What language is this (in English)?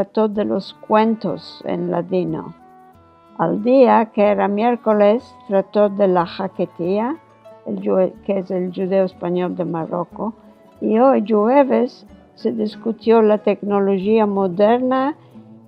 Ladino